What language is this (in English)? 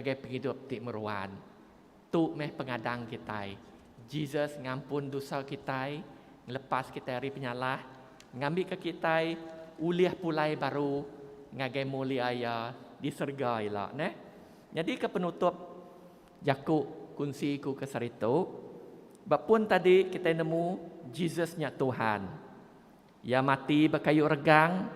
Iban